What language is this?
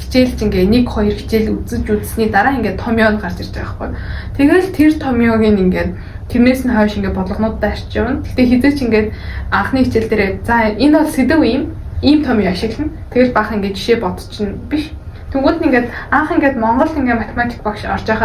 Mongolian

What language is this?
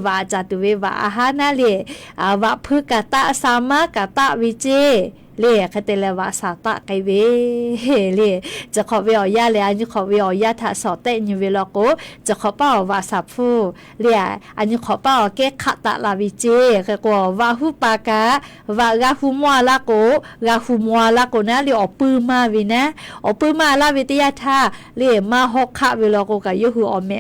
Lahu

